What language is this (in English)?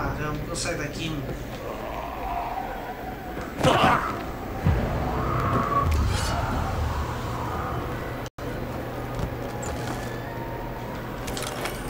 Portuguese